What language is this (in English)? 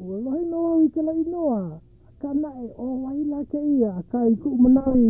Hawaiian